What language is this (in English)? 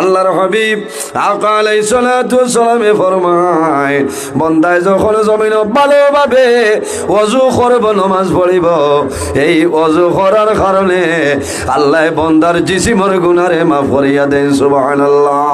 Sylheti